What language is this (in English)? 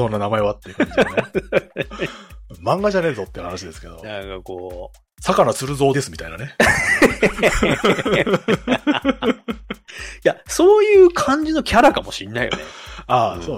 Japanese